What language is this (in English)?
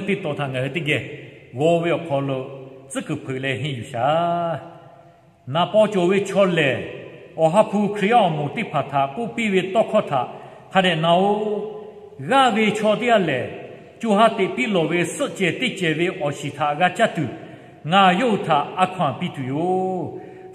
Lahu